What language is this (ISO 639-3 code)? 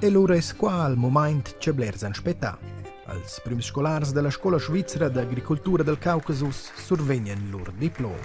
roh